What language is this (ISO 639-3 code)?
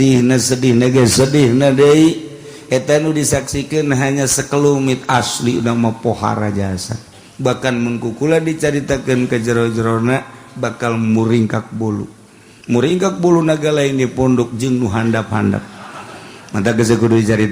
sun